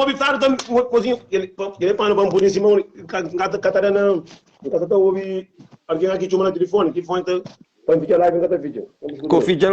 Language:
Kabuverdianu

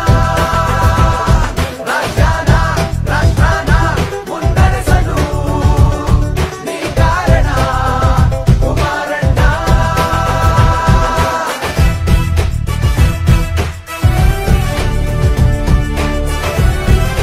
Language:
Kannada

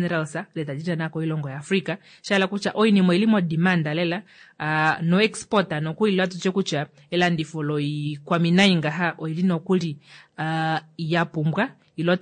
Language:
Kuanyama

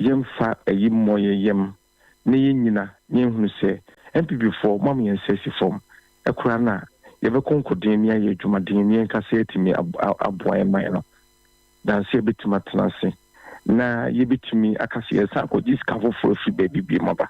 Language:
Akan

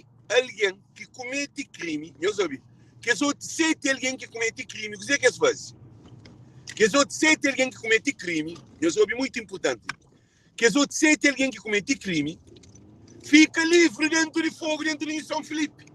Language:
Kabuverdianu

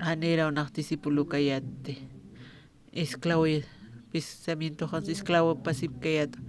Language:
Aymara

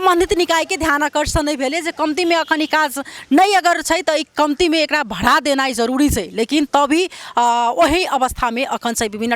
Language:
Maithili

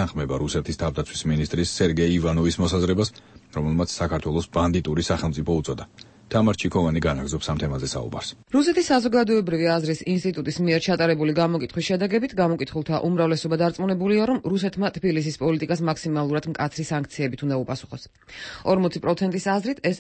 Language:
Georgian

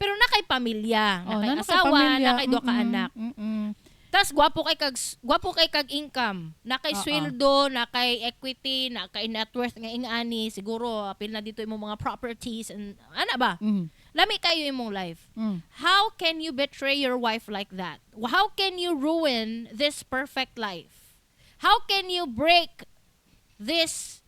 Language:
Cebuano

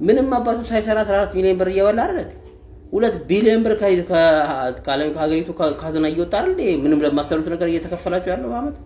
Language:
Amharic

